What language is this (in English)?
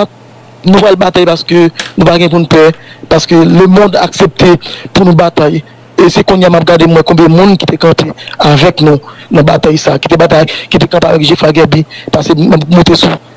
Haitian Creole